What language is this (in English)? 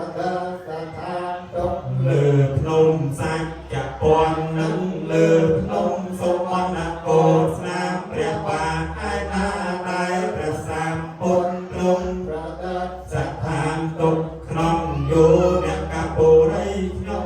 Khmer